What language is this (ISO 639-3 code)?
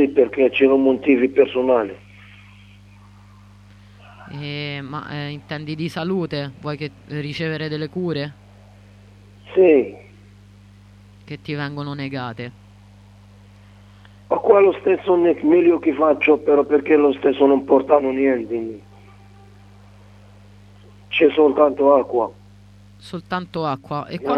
ita